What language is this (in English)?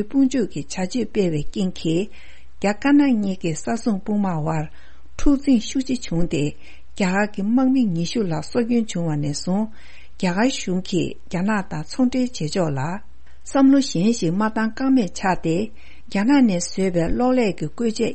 Tibetan